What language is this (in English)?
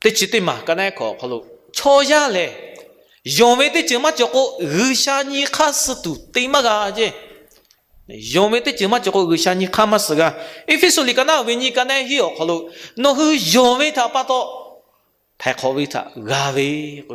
Lahu